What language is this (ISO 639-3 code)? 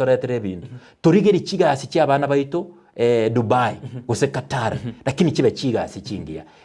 guz